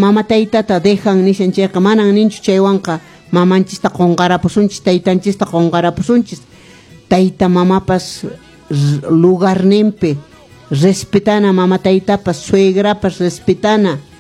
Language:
Quechua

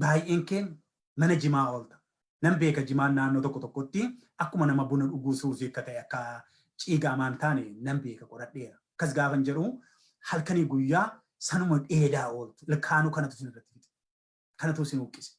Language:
Oromo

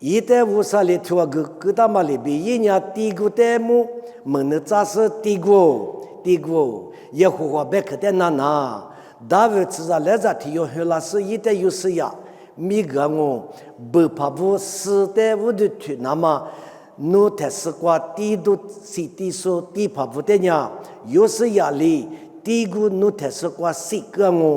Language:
Lisu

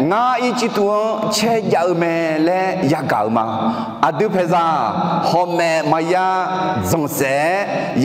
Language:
Akha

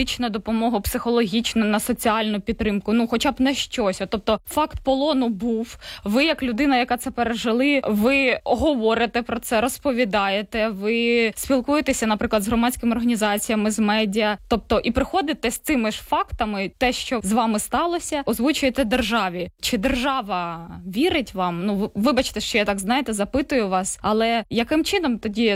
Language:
Ukrainian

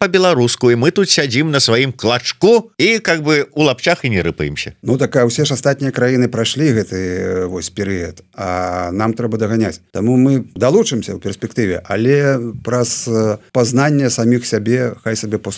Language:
Belarusian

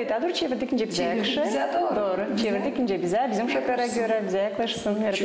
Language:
Gagauz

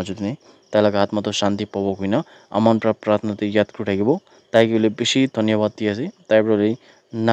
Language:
Naga Pidgin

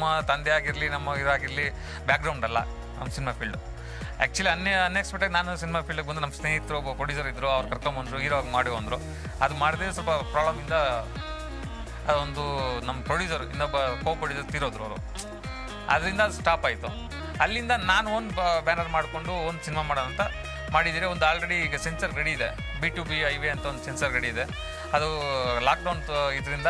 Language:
Kannada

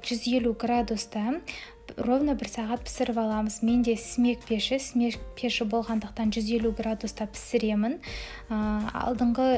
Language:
Kazakh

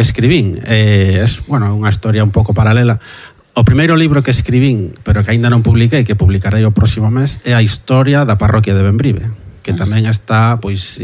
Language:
Galician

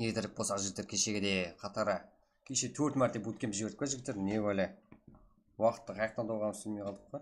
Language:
Kara-Kalpak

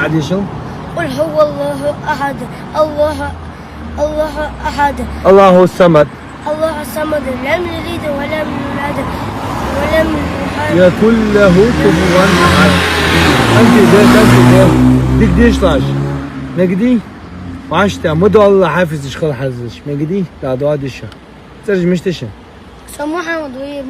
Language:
Ingush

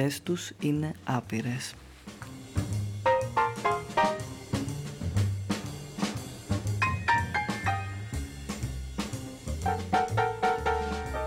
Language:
Greek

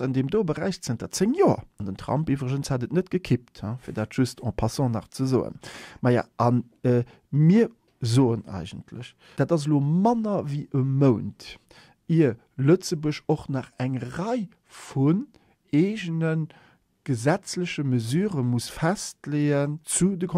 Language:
Luxembourgish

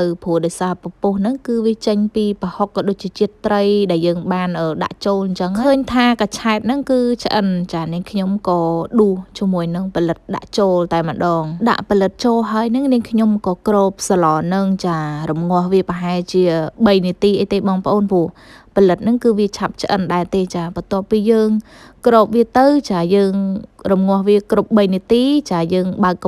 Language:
Khmer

